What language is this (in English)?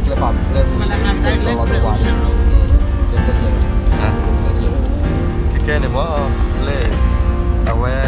S'gaw Karen